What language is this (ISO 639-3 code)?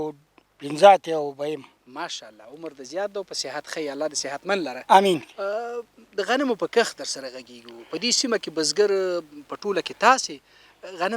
pus